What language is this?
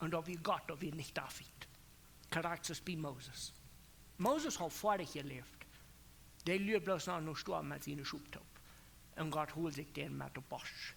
Plautdietsch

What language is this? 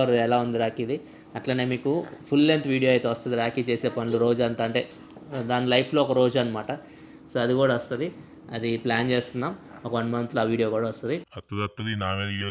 Telugu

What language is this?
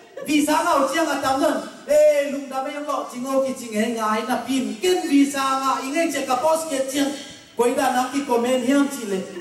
Tedim Chin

